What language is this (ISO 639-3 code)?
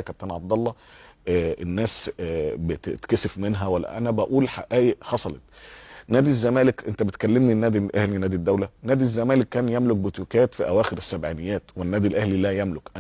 arz